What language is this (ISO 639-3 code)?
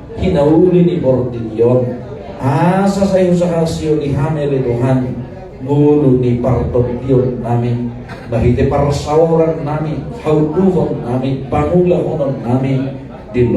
bbc